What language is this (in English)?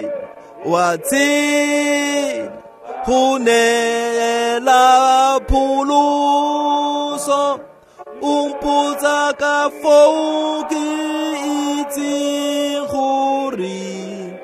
Tswana